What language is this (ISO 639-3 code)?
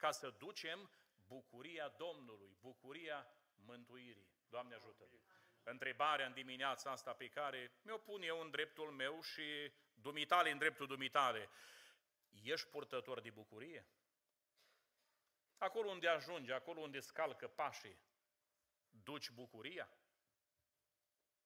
ron